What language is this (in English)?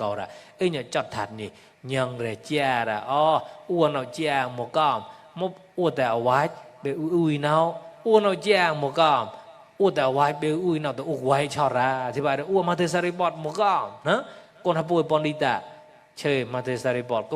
Mon